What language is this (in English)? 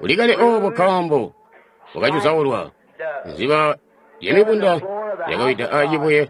Tonga (Zambia)